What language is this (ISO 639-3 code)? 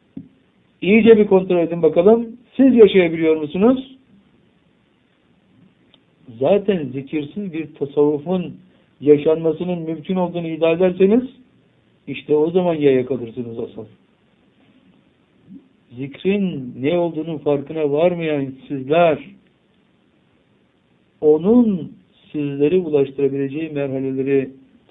tur